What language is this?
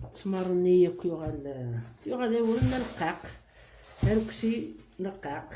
Kabyle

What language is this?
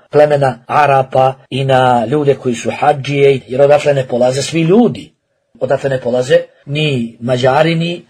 Bosnian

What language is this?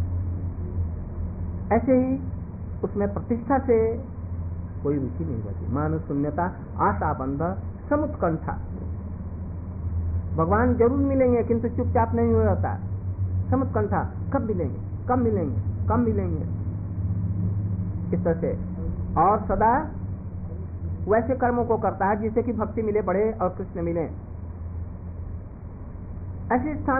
Hindi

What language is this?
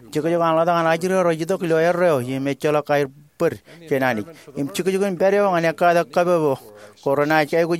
Marshallese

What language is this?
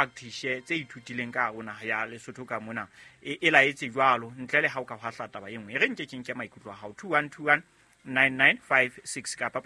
Southern Sotho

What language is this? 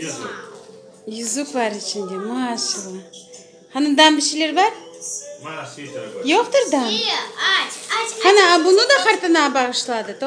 Crimean Tatar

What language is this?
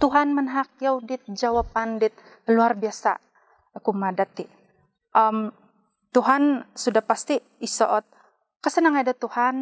Central Dusun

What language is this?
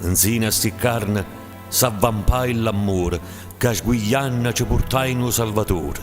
Neapolitan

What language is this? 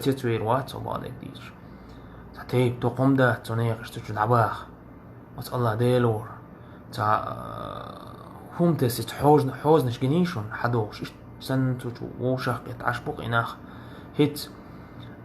Chechen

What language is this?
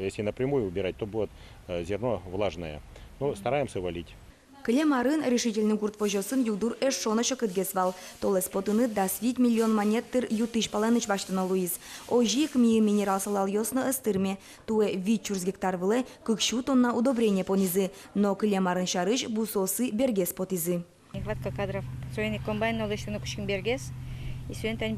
Udmurt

